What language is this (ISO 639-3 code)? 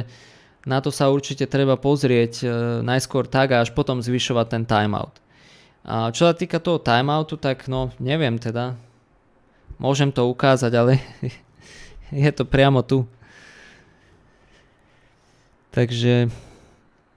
slk